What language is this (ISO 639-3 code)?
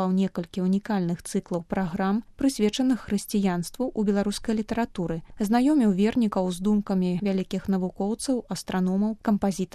bel